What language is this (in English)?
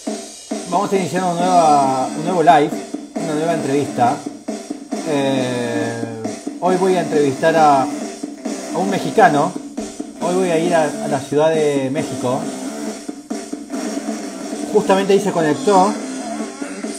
Spanish